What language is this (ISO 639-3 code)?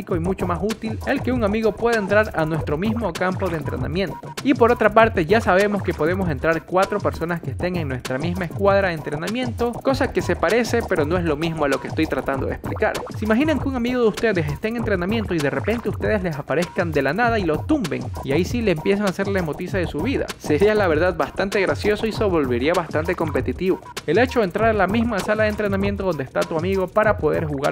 spa